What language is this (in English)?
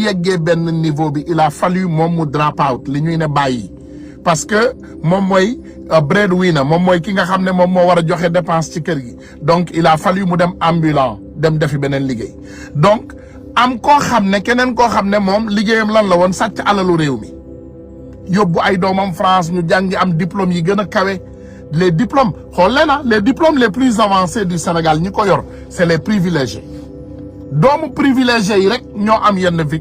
Wolof